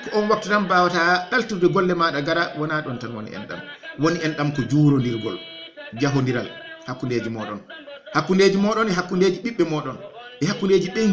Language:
Fula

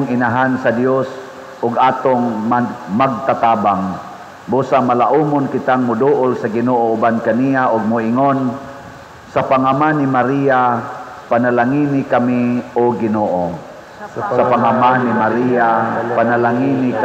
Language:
Cebuano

